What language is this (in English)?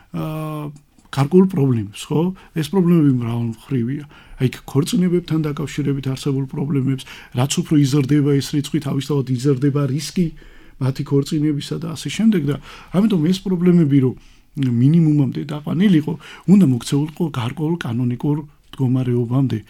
Georgian